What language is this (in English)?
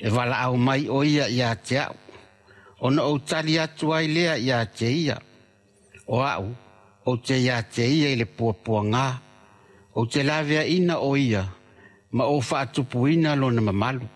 Samoan